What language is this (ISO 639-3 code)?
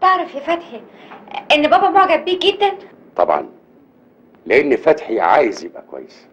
arz